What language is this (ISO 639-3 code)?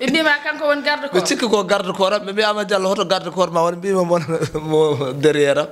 ful